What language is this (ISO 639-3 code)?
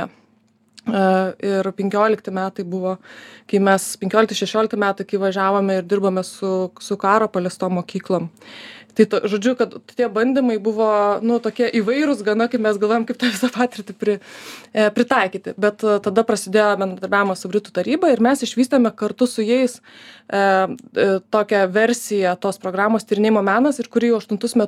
lit